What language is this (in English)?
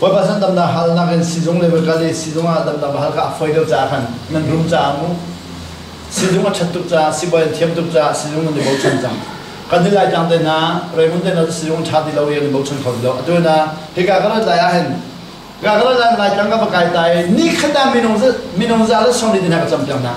Hakha Chin